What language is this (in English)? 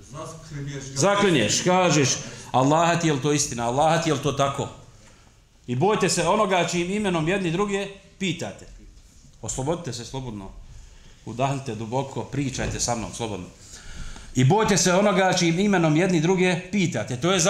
Bosnian